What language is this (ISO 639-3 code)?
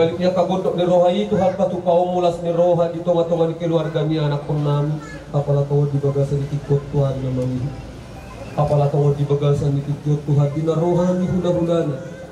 bbc